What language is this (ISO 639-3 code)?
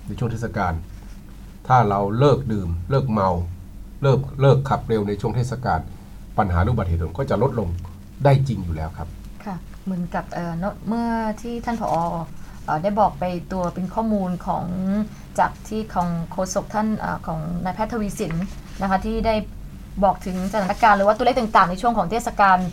tha